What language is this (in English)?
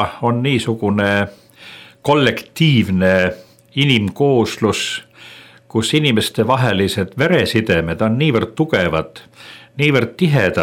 Estonian